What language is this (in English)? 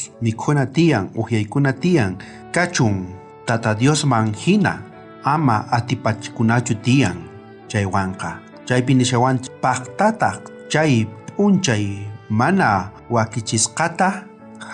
South Bolivian Quechua